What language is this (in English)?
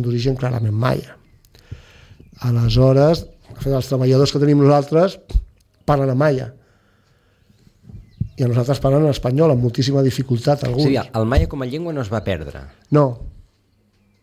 Catalan